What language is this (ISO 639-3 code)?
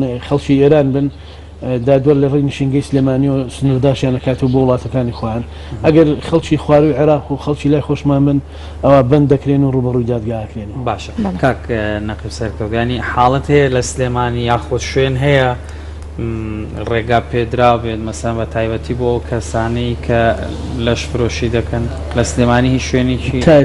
ckb